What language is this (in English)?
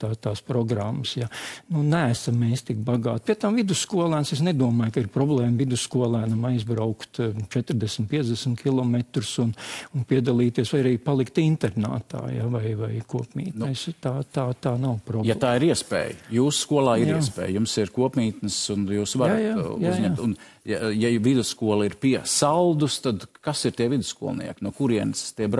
Latvian